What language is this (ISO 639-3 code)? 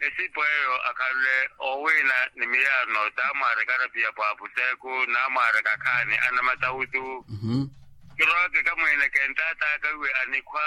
vmw